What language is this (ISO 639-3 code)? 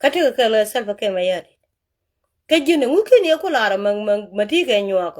nus